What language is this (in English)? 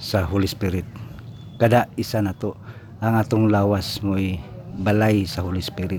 Cebuano